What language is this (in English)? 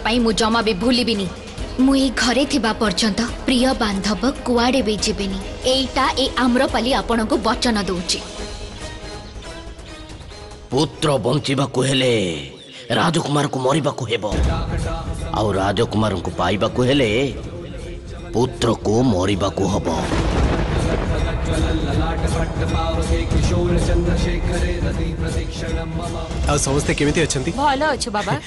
Odia